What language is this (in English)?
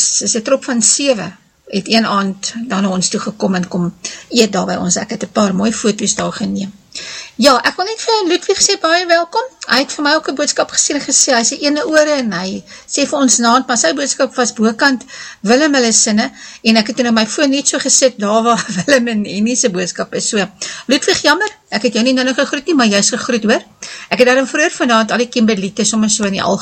Afrikaans